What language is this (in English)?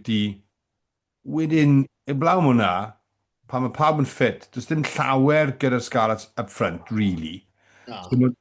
Welsh